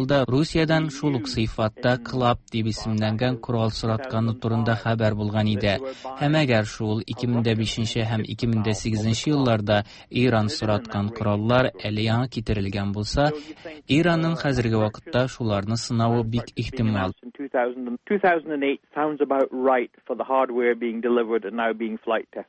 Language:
Tatar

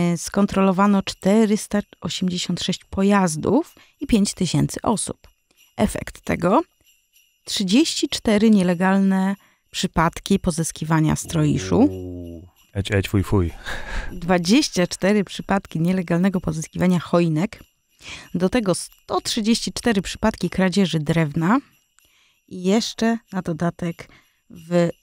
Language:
Polish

